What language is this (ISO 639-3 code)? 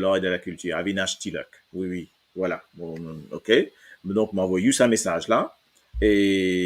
mfe